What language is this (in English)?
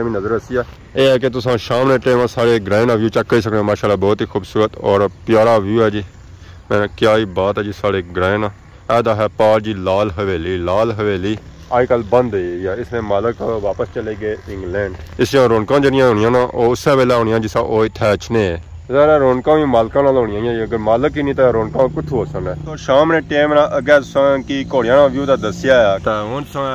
Pahari-Potwari